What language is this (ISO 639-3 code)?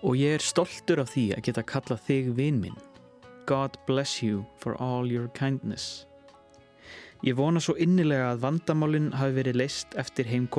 isl